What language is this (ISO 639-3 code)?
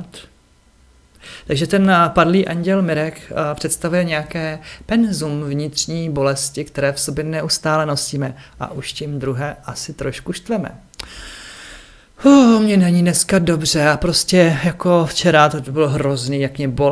ces